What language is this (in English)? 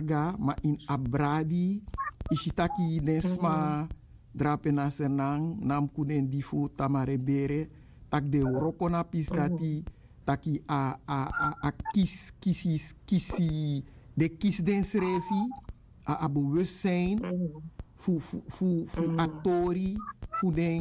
Sranan Tongo